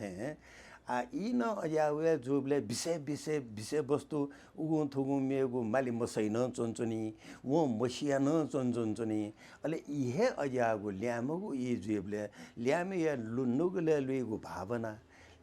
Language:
Newari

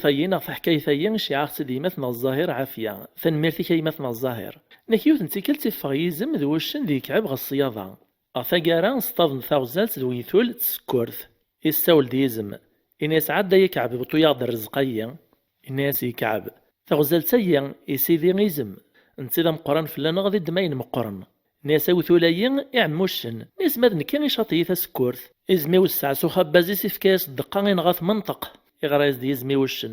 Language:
Kabyle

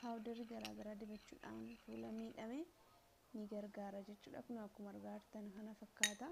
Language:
Oromo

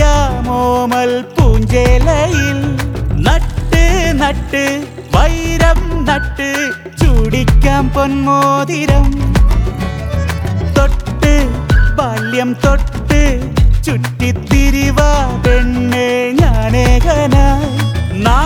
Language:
Malayalam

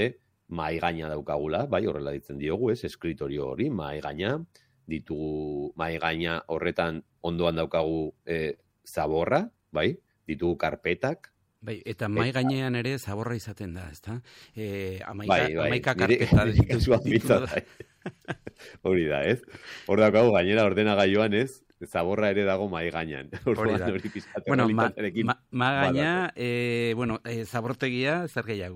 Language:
Basque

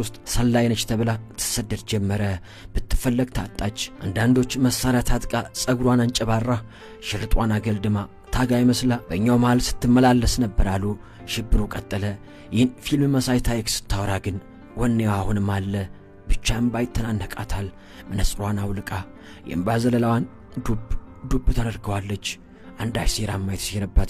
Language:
Amharic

